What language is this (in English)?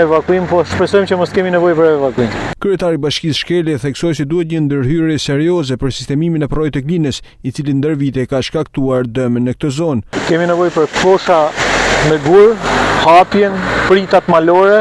Albanian